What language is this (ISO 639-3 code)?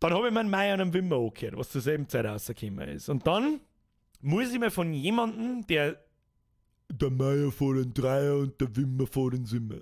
bar